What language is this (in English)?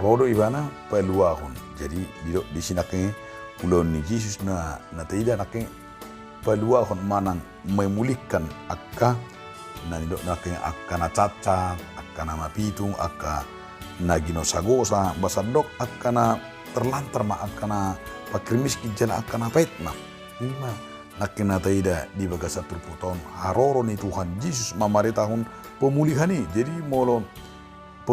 Batak Toba